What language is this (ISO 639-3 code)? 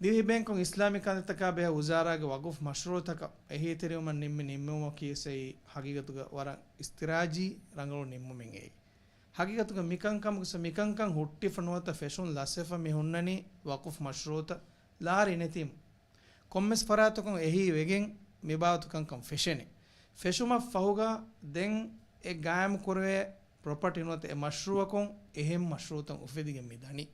div